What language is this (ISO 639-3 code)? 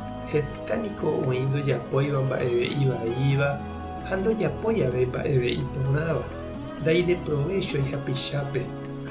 grn